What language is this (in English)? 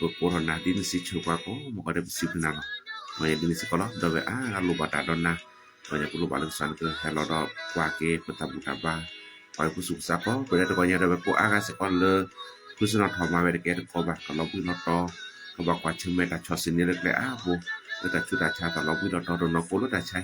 S'gaw Karen